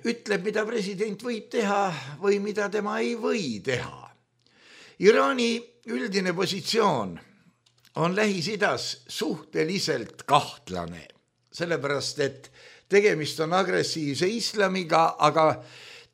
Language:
Estonian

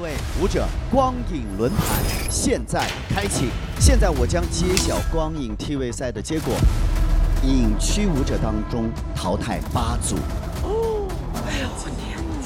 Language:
Chinese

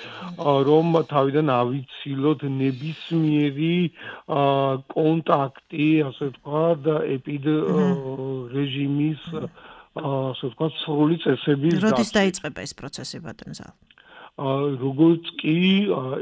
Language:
Georgian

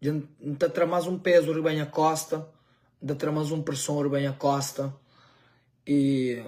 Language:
Kabuverdianu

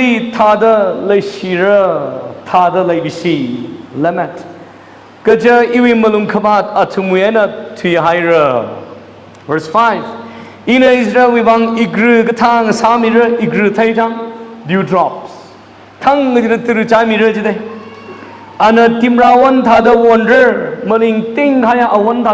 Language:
Tangkhul Naga (India)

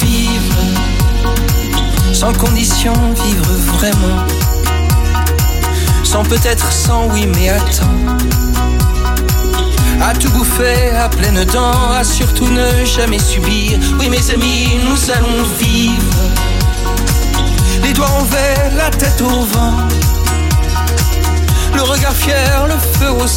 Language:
French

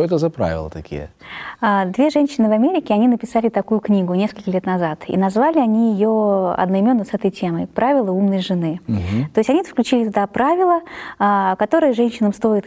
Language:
Russian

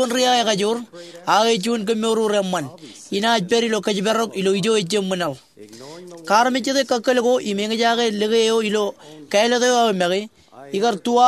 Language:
Marshallese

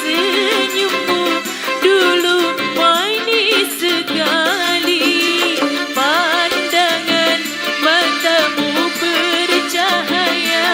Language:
Betawi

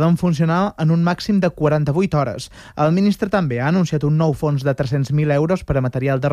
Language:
Catalan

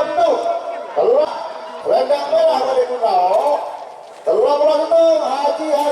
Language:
Madurese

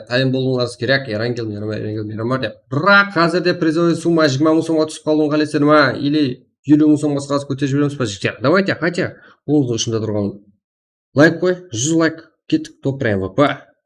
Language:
Kara-Kalpak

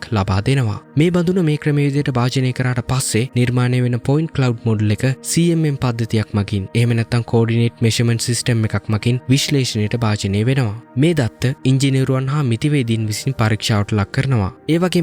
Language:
Sinhala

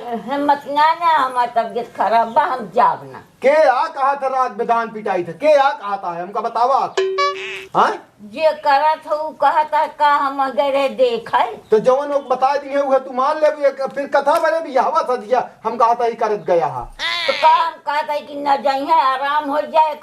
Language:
Awadhi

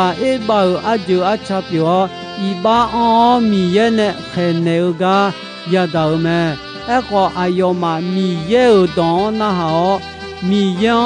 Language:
Akha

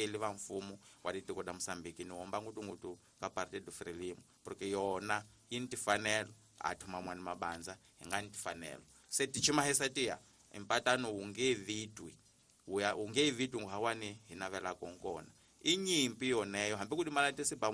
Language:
Tsonga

